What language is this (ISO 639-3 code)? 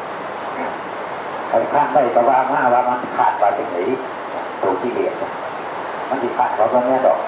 tts